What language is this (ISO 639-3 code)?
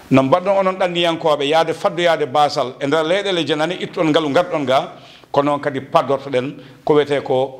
ful